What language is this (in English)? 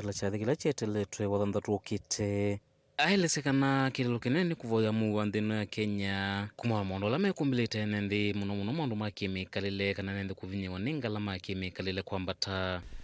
Kamba